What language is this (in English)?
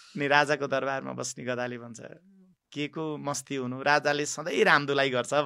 Nepali